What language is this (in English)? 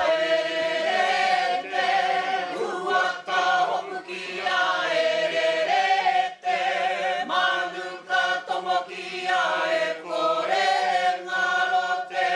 Māori